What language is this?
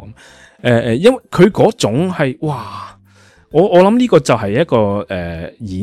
Cantonese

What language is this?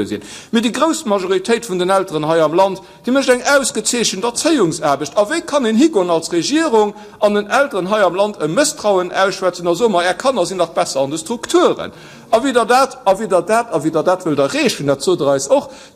Luxembourgish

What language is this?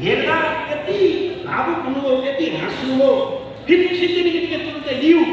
Nepali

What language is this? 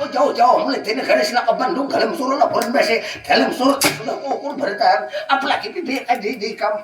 Banjar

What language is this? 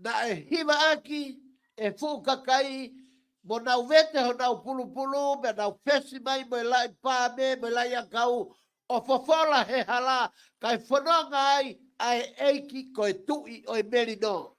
Tongan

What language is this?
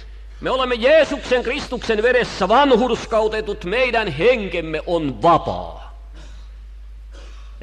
Finnish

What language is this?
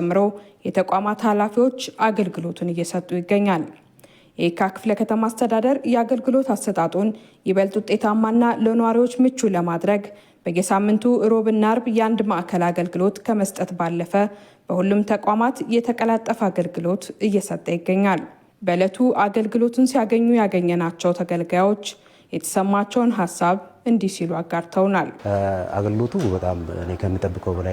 Amharic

